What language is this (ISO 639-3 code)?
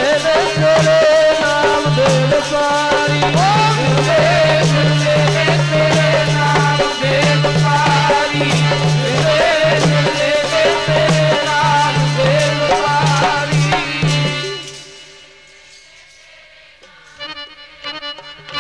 pan